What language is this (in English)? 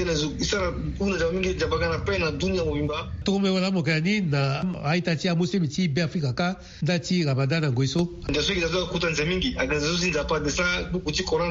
Sango